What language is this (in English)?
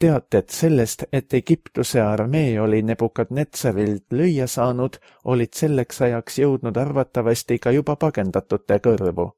Estonian